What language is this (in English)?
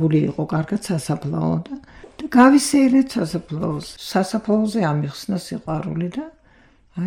Georgian